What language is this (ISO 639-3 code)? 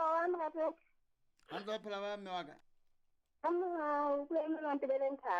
sot